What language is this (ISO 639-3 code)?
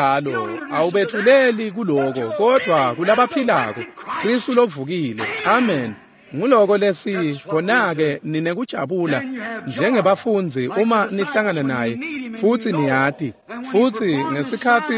ssw